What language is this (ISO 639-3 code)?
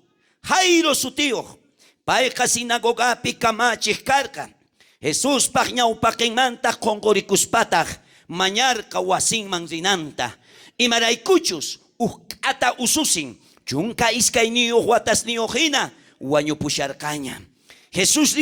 quh